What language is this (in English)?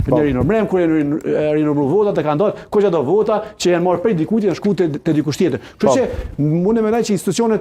Albanian